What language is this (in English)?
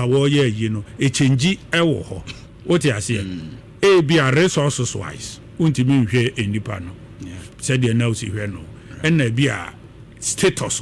Akan